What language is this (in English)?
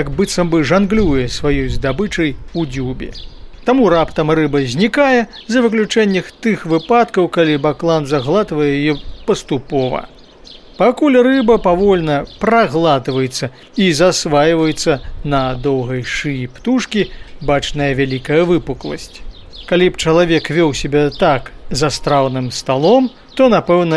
Belarusian